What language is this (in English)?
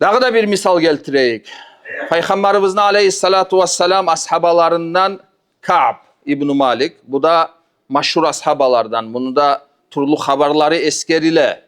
Kumyk